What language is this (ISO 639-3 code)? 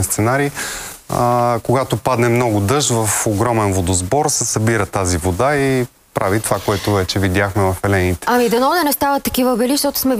bul